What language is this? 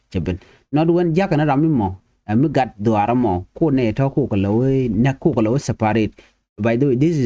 Nuer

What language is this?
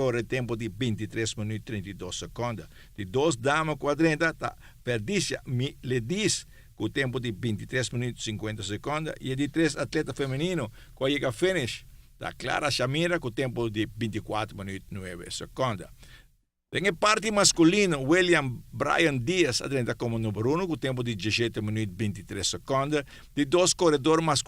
Papiamento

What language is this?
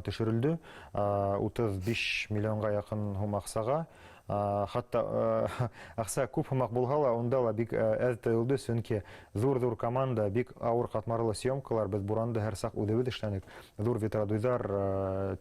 Bashkir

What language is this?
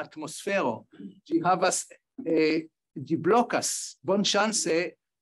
Esperanto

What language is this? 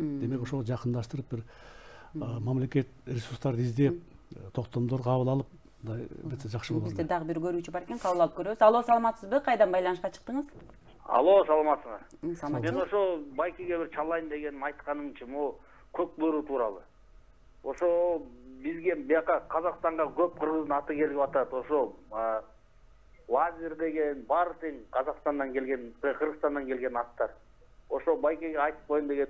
Kyrgyz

